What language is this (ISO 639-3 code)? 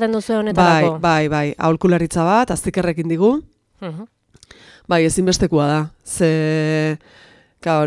eus